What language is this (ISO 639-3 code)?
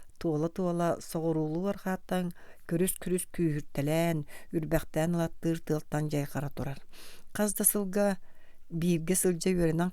sah